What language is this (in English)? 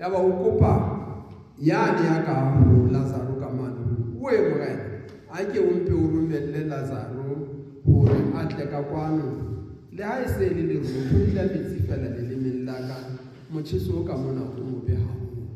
Southern Sotho